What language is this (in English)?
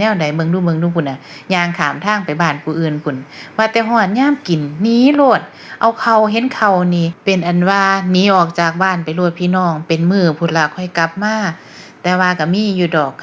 Northeastern Thai